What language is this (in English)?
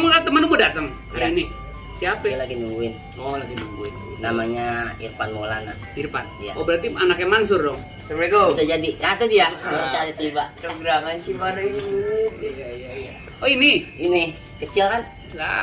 Betawi